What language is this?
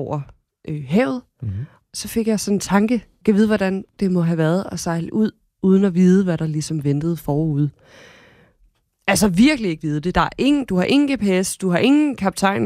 Danish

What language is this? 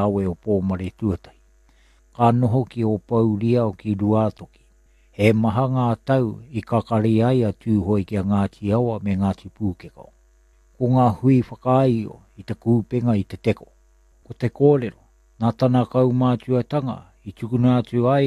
Māori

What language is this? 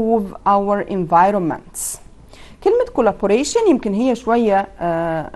Egyptian Arabic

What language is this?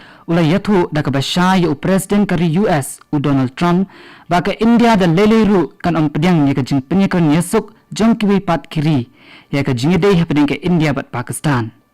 Khasi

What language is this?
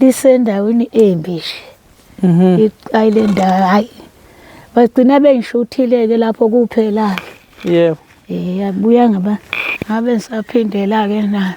Zulu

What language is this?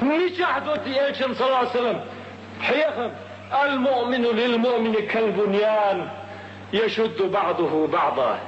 Chechen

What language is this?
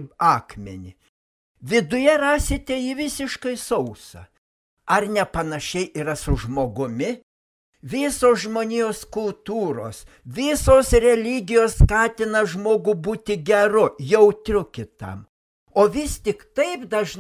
Lithuanian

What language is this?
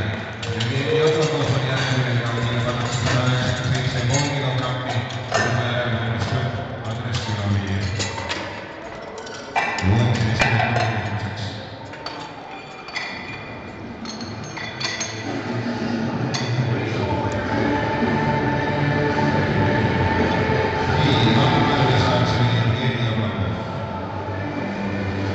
Estonian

